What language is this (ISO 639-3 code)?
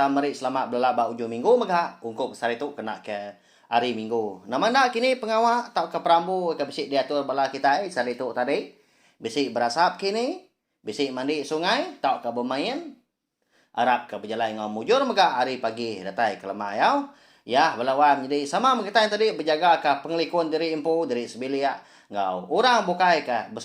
iba